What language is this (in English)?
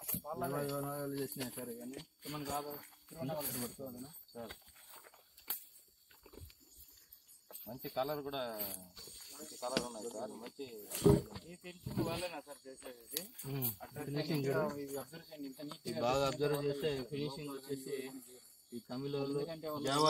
Telugu